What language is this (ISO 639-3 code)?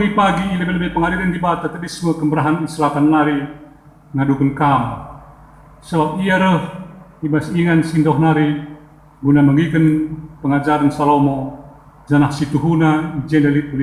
btx